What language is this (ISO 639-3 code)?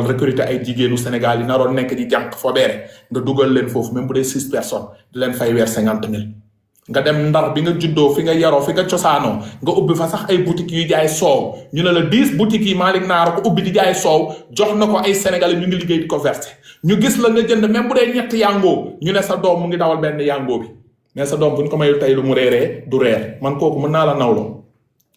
wol